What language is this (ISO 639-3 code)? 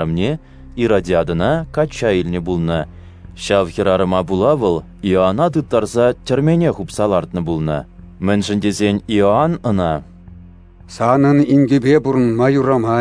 chv